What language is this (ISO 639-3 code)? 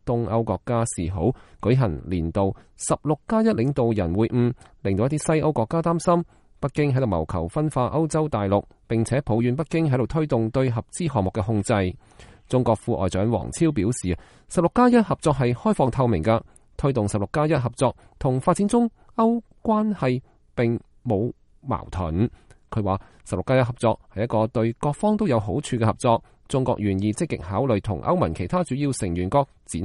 yue